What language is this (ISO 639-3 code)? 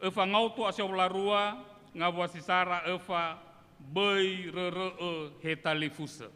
nia